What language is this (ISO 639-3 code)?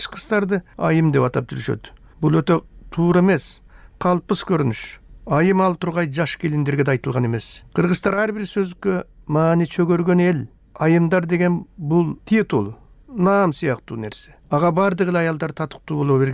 kir